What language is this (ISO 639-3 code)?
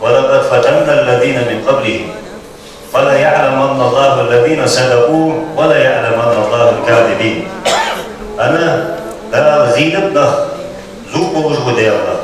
inh